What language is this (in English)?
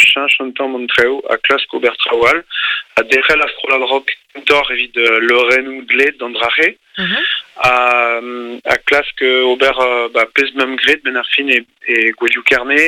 Breton